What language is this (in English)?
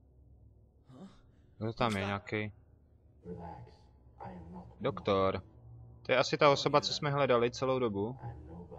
Czech